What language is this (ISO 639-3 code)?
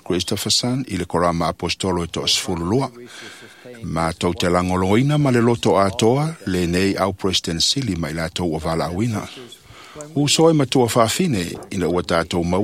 smo